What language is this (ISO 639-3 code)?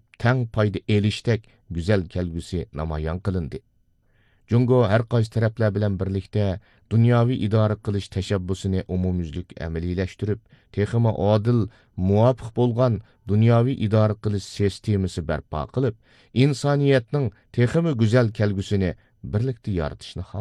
uig